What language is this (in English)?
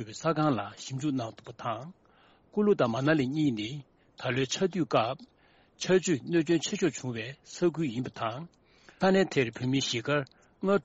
Tibetan